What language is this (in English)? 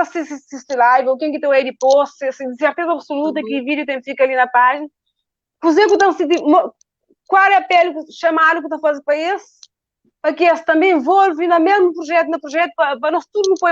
Kabuverdianu